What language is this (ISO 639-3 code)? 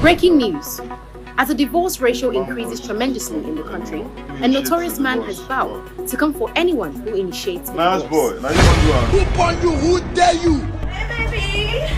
pcm